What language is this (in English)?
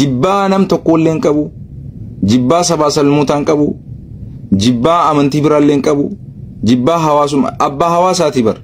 Oromo